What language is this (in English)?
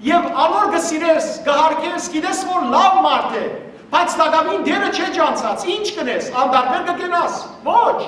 Western Armenian